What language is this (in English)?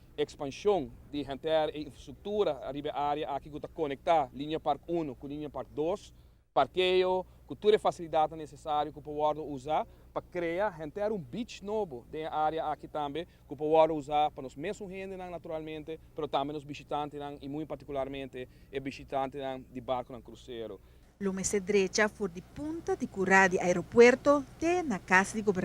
Papiamento